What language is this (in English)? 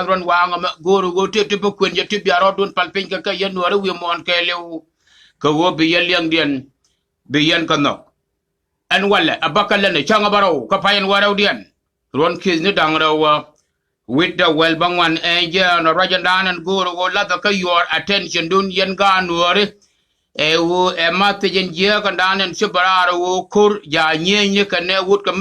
Nuer